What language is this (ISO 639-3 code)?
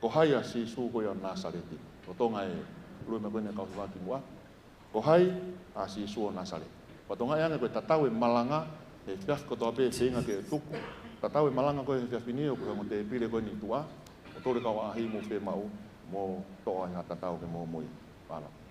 ton